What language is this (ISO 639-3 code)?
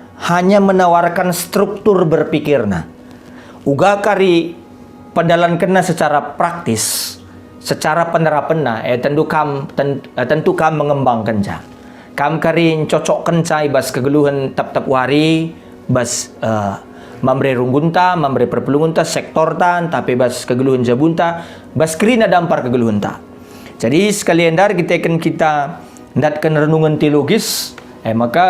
btx